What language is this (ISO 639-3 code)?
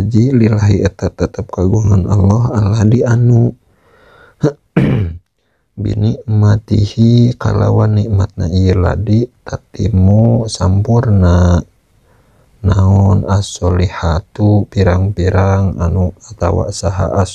sun